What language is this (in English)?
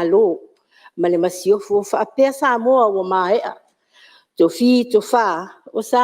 Samoan